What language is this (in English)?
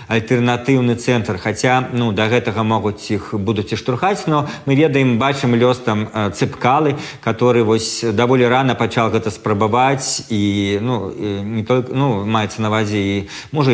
Belarusian